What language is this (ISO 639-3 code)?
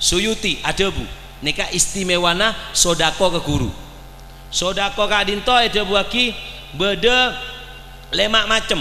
mad